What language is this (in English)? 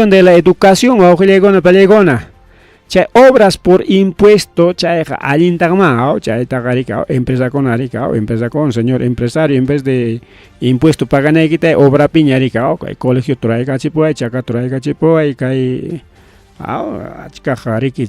Ayacucho Quechua